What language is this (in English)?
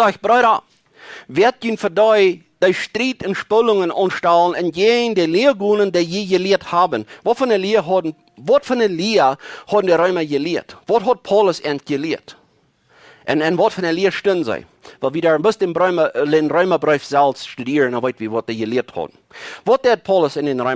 Plautdietsch